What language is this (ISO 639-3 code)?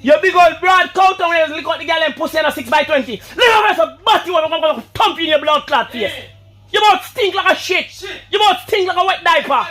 jam